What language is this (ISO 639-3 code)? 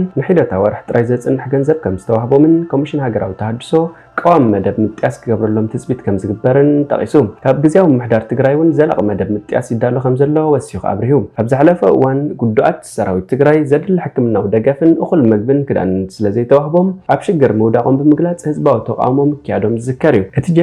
tir